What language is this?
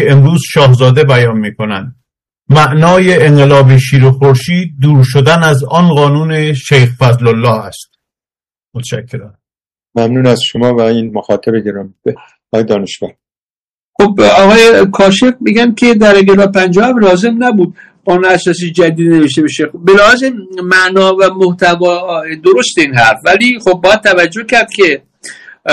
Persian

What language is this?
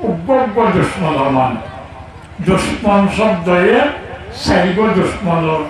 Rohingya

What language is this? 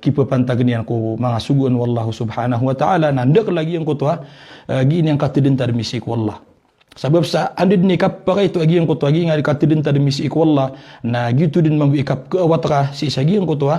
Maranao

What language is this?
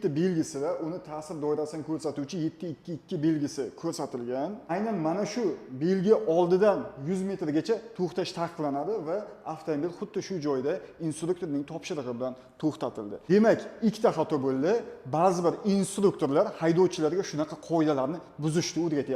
Uzbek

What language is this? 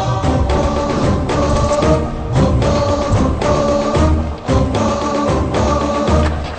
Telugu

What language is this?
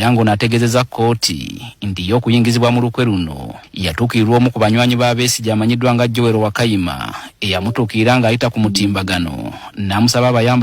Ganda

